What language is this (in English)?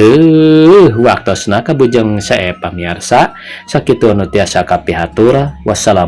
Sundanese